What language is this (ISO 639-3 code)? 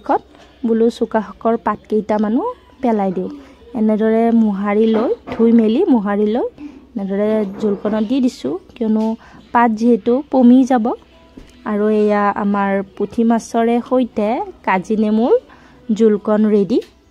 asm